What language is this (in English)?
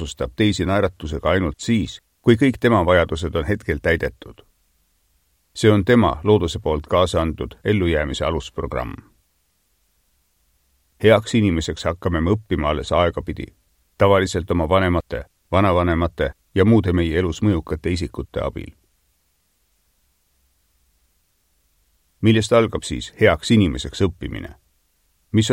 Estonian